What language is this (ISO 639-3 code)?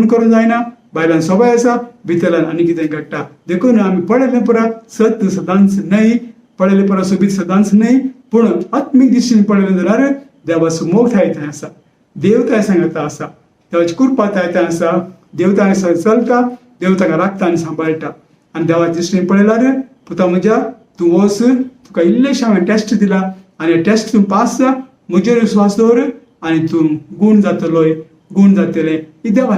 kok